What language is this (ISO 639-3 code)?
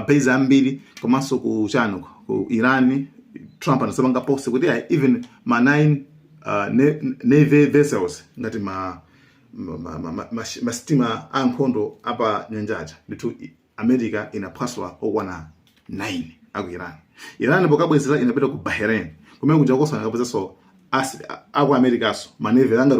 nya